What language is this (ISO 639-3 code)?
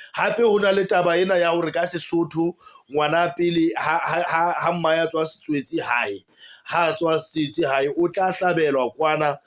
sot